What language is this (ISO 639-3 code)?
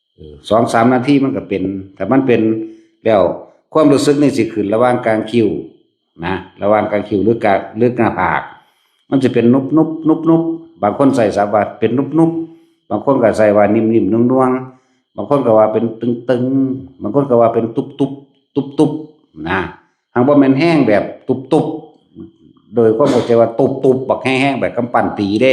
tts